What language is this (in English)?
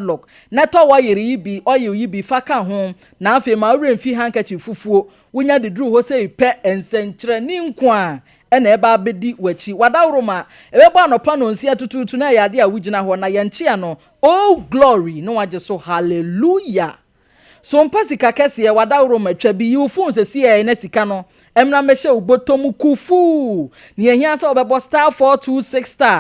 Akan